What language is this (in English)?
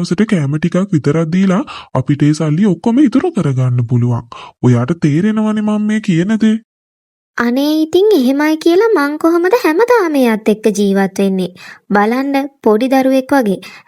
Sinhala